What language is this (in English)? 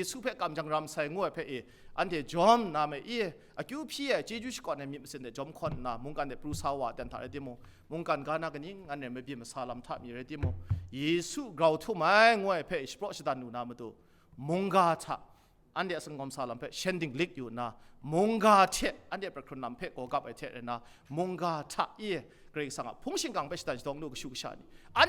Kachin